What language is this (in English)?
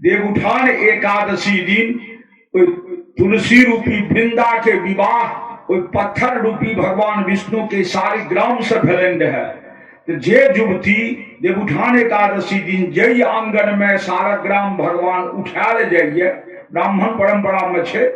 Maithili